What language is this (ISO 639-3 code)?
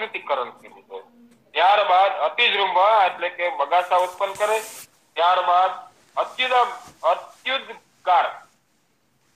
guj